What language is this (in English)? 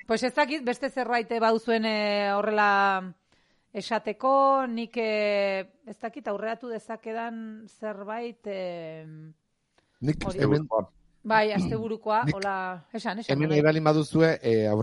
Basque